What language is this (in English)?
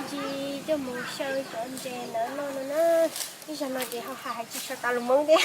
Hmong